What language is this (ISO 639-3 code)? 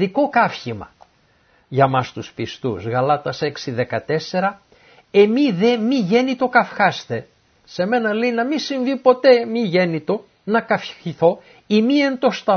ell